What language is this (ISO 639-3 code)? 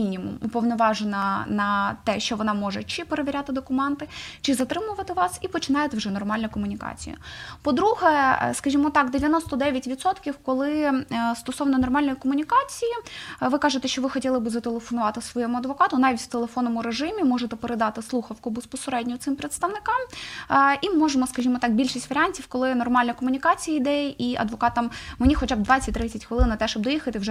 ukr